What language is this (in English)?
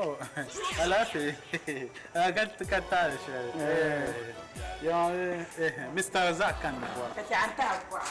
Dagbani